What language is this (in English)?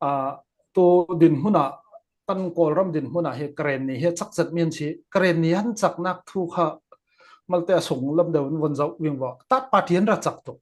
Falam Chin